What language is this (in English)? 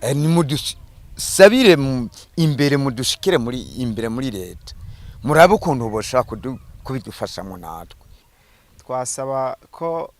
Rundi